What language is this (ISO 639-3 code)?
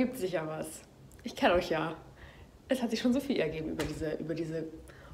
deu